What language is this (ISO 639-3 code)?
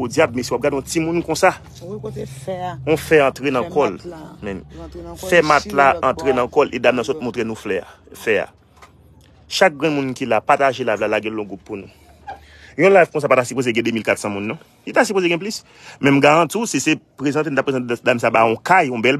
hat